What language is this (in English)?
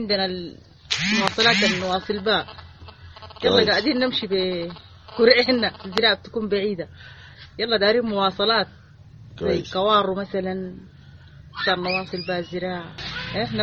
Sudanese Arabic